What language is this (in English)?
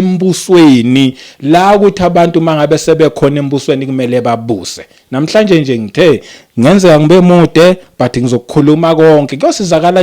Zulu